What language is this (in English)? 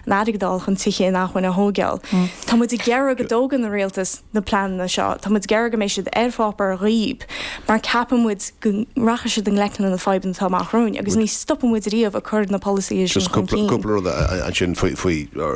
Irish